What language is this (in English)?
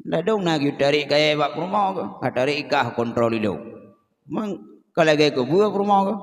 Achinese